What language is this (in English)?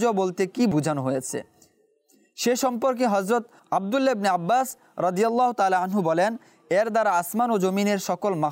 Bangla